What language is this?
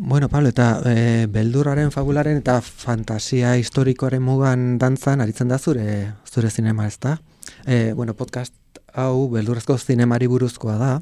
Basque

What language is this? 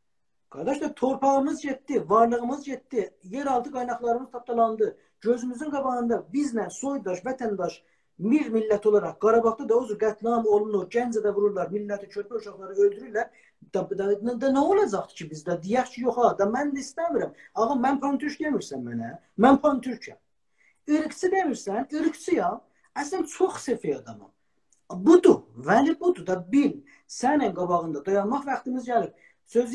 South Azerbaijani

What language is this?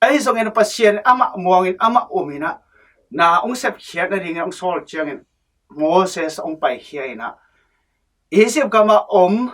Tedim Chin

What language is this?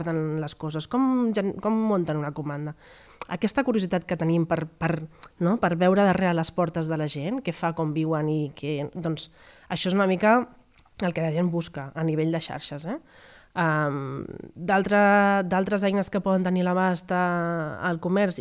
Catalan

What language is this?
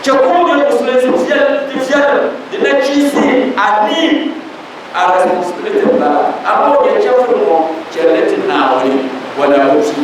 Dagbani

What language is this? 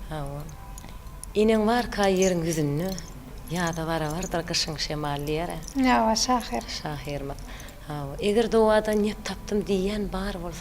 Turkmen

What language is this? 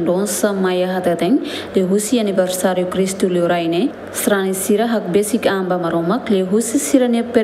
Tetum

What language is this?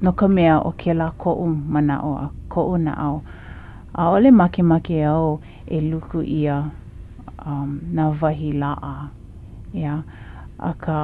Hawaiian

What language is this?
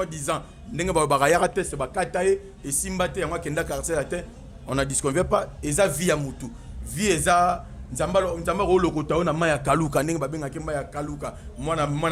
Lingala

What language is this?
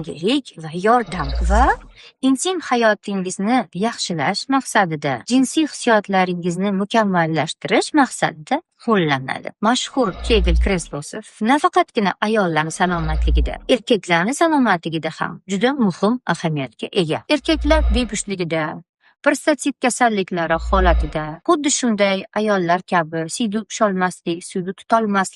Uzbek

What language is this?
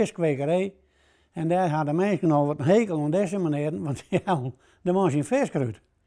Western Frisian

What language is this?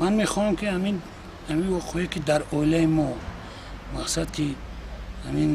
Tajik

